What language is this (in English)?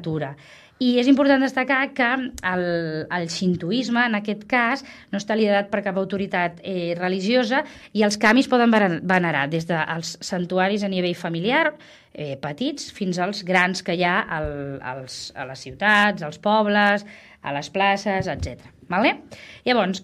Catalan